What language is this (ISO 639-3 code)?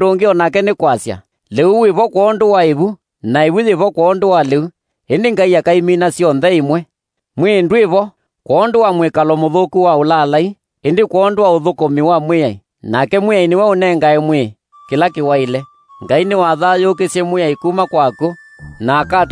kam